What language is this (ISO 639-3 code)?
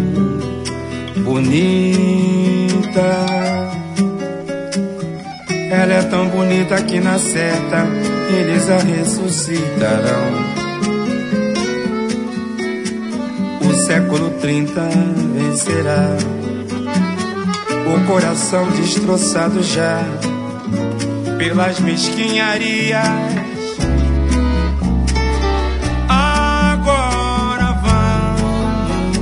por